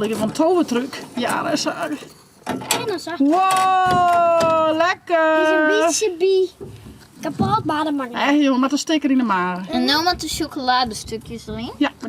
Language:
Western Frisian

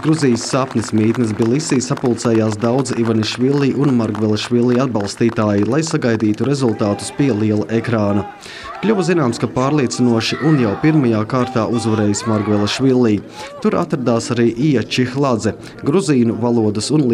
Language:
Latvian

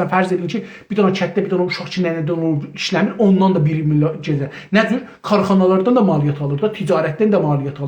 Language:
South Azerbaijani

